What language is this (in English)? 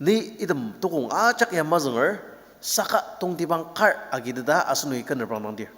Ao Naga